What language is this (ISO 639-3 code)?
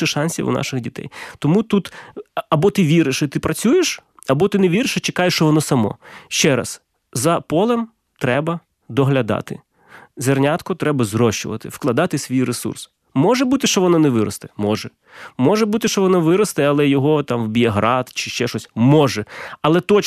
ukr